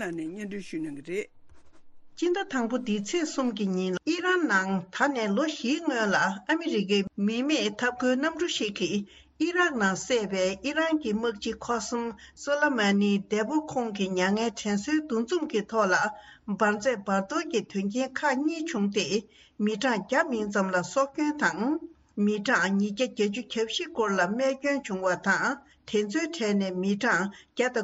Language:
Tibetan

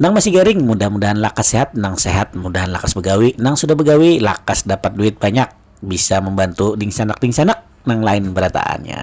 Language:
Banjar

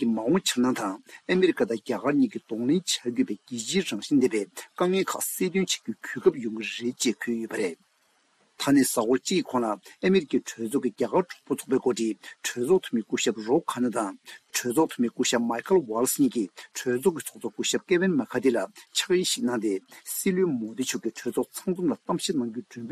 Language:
Tibetan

